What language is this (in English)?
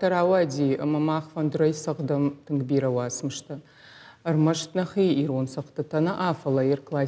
Ossetic